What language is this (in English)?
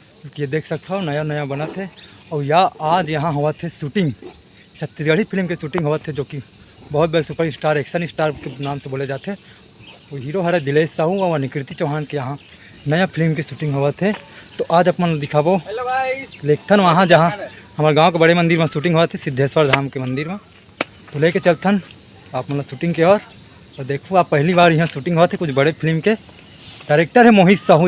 Chhattisgarhi